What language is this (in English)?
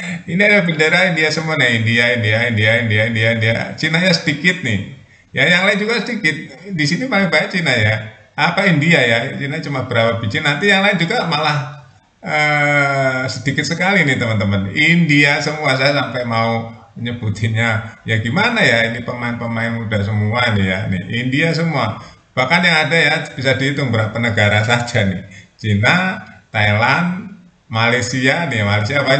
Indonesian